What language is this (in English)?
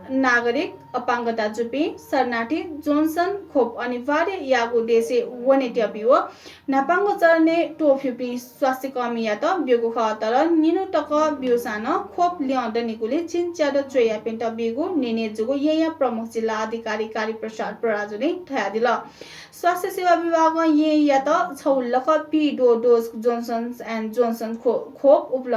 Newari